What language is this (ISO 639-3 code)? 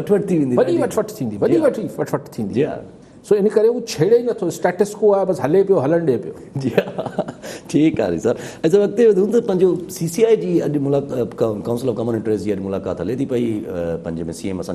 snd